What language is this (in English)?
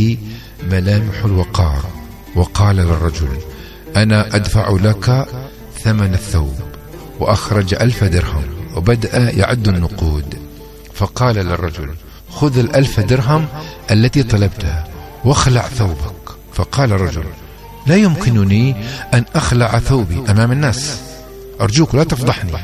Arabic